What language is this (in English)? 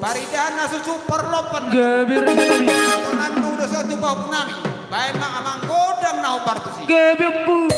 Batak Toba